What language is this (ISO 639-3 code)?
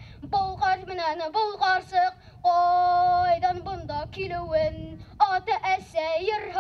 bak